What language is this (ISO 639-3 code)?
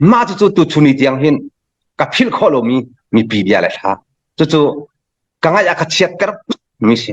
cnh